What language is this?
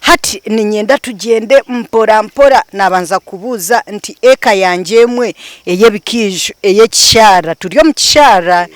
Nyankole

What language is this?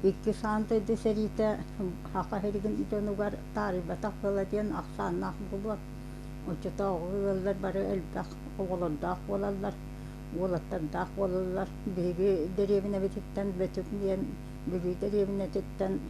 Yakut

